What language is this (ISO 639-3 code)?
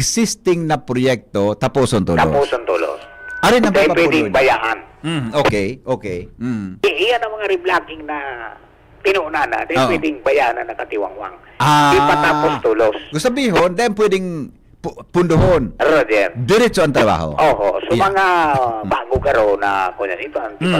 bik